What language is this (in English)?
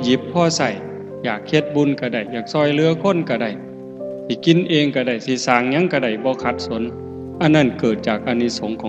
Northeastern Thai